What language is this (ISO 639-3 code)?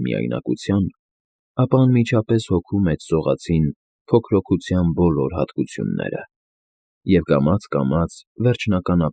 hye